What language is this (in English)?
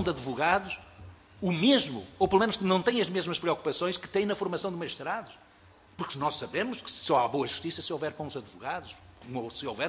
Portuguese